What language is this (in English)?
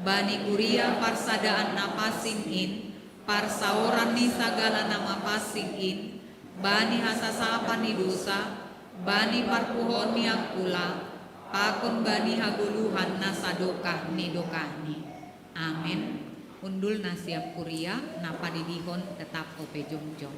Batak Simalungun